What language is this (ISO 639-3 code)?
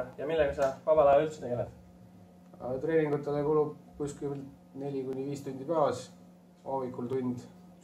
est